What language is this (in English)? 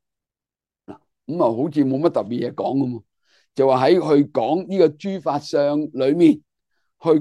Cantonese